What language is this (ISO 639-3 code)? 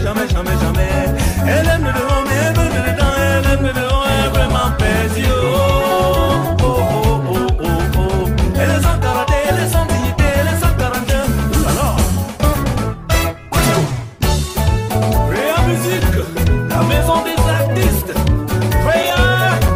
fra